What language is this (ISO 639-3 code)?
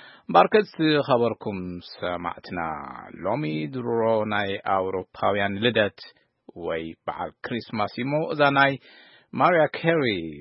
tir